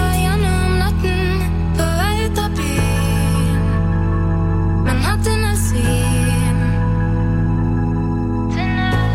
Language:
Norwegian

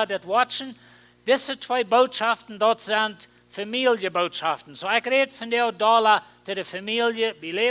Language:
Plautdietsch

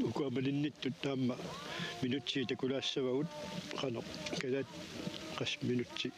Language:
Kalaallisut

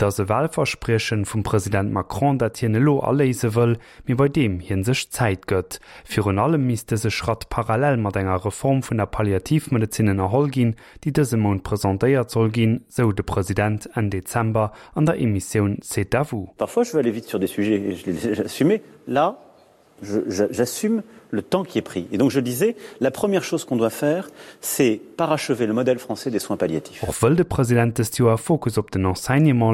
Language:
Luxembourgish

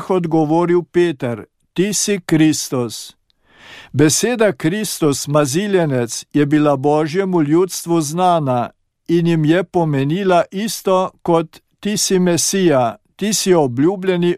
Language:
Slovenian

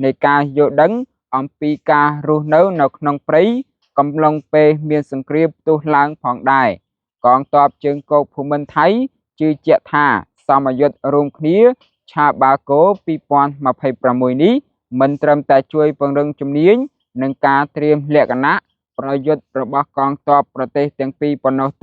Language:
Khmer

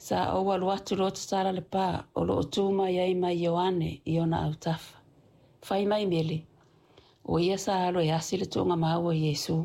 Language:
Samoan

